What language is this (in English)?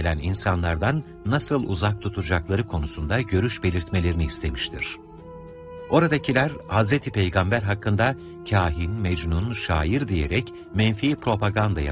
Turkish